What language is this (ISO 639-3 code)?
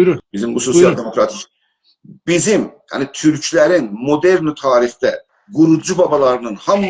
azb